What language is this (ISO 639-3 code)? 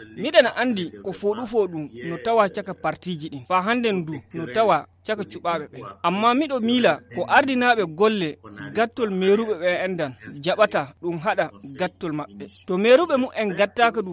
ful